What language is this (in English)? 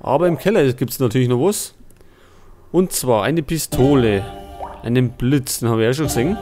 Bavarian